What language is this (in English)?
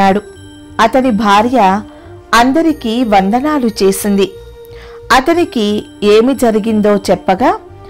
Telugu